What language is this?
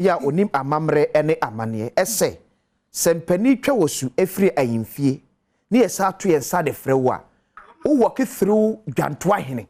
Akan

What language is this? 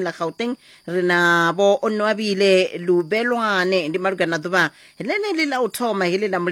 Venda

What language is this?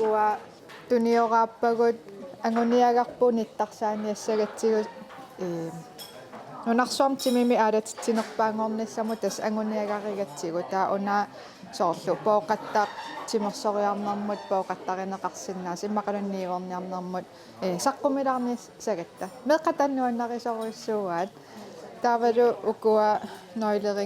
Kalaallisut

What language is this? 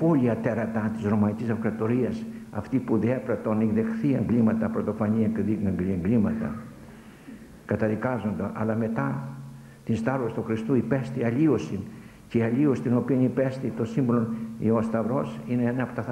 Greek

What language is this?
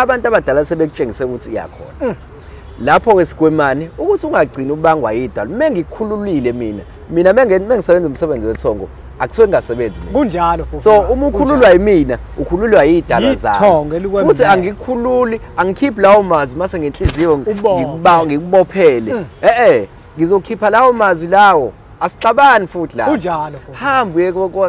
Zulu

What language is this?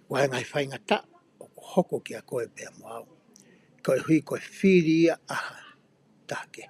Tongan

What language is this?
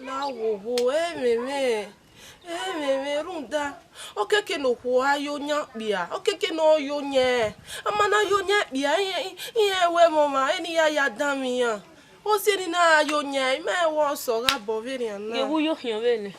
Bini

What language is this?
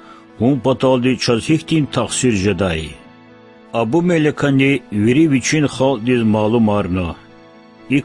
Lezghian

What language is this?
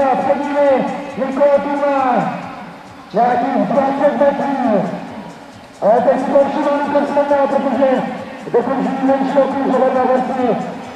Czech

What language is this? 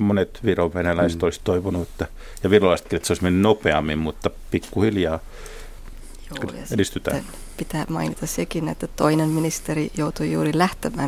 Finnish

